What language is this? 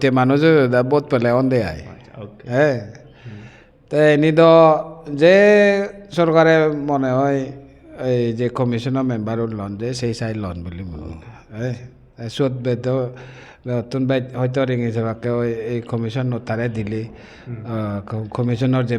Chakma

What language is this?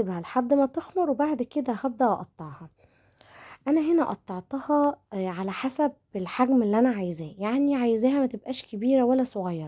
Egyptian Arabic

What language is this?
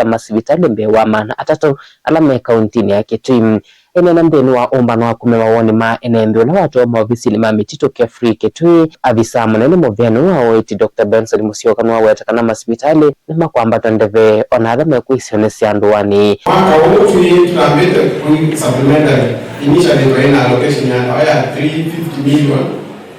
Kamba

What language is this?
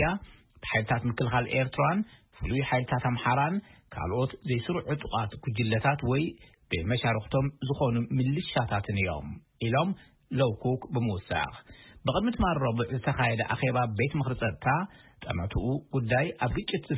Tigrinya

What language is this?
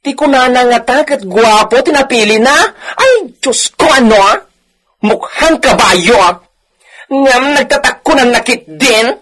Iloko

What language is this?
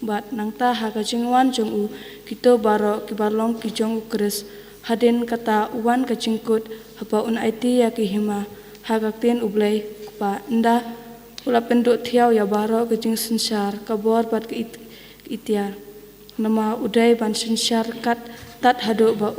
Khasi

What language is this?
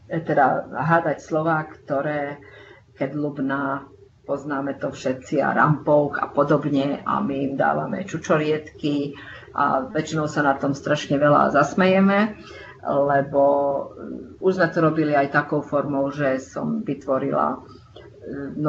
Slovak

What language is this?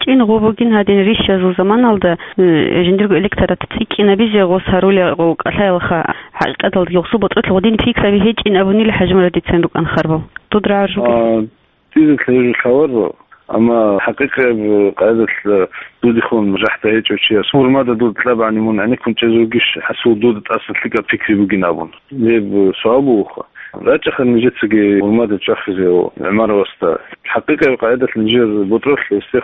Avaric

